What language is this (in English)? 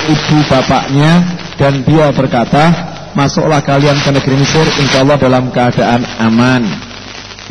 Indonesian